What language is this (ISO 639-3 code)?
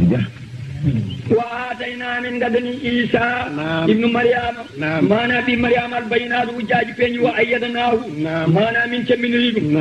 ful